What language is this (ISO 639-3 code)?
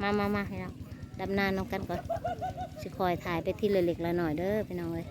tts